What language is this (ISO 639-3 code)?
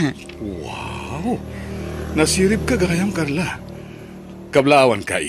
ilo